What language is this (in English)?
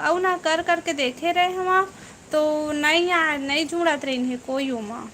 Chhattisgarhi